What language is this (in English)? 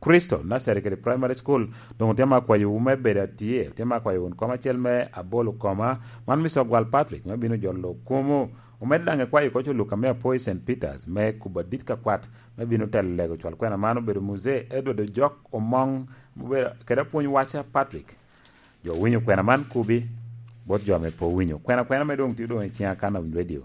Lango (Uganda)